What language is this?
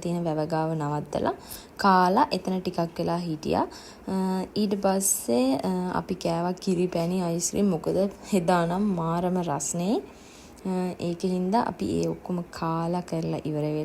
Sinhala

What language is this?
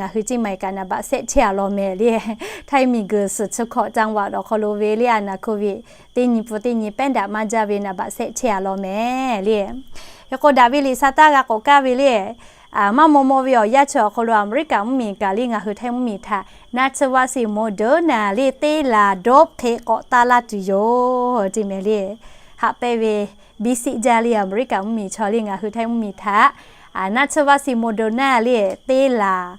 Lahu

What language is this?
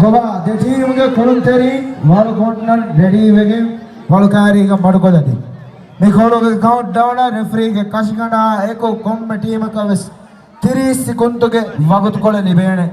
Divehi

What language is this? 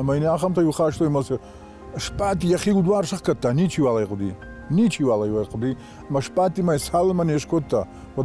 Ossetic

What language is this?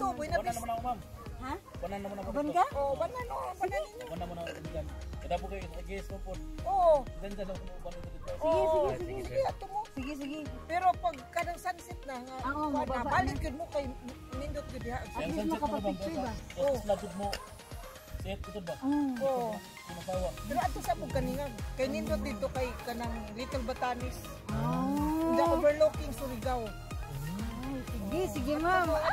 Filipino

